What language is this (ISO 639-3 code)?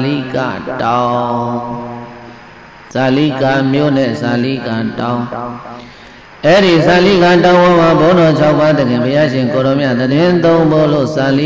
mya